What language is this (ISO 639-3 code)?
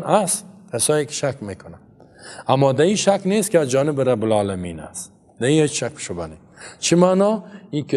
fas